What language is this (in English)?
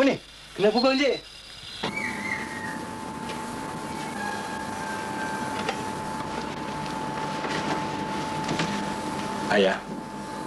Malay